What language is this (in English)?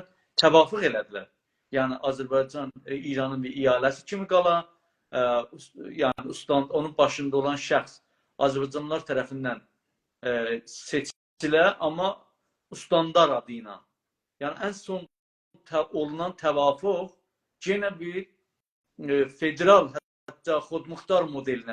South Azerbaijani